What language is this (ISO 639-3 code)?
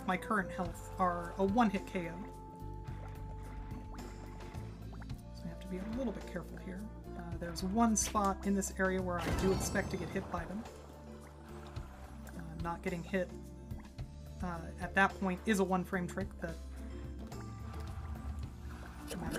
eng